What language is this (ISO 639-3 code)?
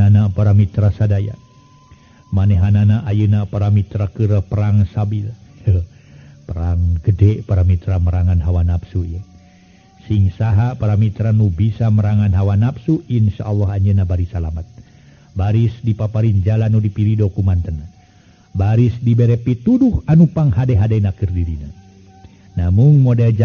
sun